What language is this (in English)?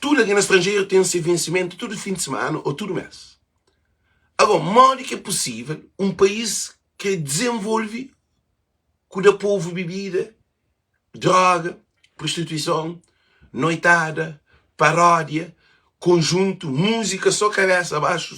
Kabuverdianu